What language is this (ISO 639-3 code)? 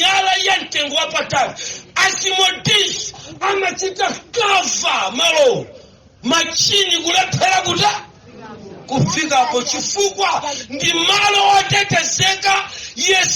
nya